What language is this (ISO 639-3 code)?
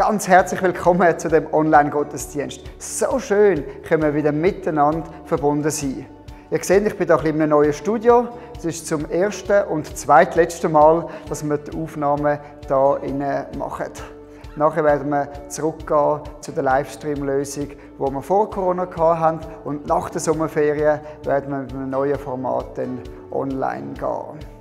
gsw